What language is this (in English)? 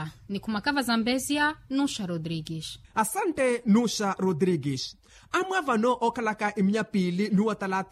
Makhuwa